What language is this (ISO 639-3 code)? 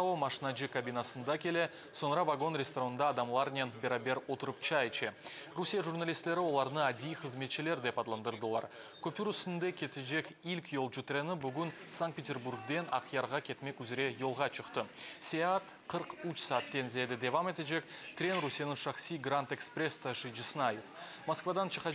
crh